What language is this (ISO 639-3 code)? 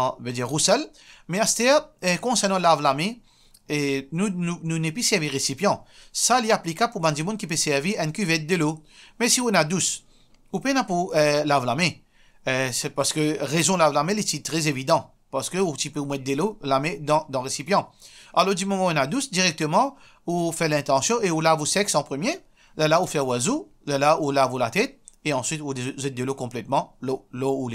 mfe